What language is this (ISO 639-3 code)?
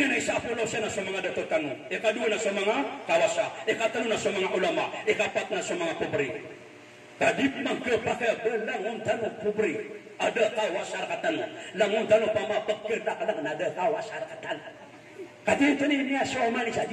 mrw